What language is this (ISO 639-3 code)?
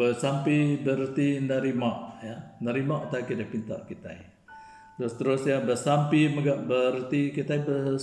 iba